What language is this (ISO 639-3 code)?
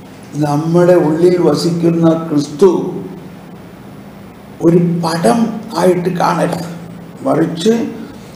mal